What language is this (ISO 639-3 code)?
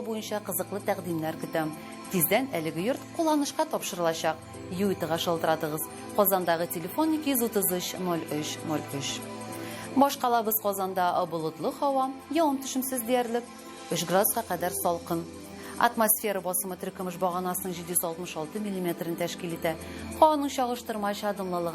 tat